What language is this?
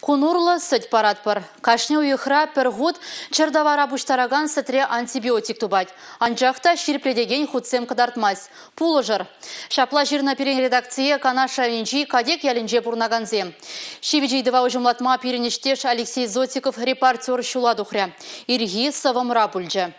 Chuvash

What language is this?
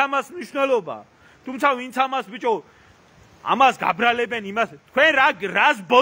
Georgian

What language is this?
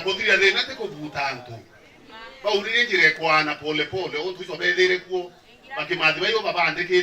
Meru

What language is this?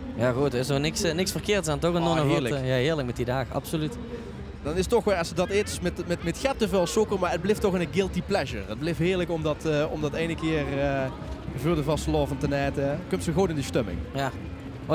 Limburgish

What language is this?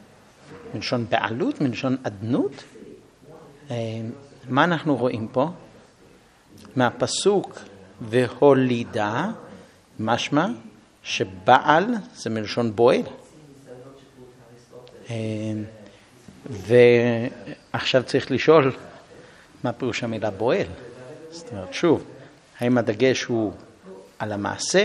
Hebrew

